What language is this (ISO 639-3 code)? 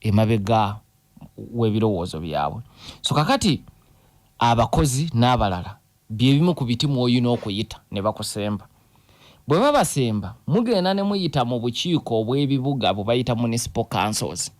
lug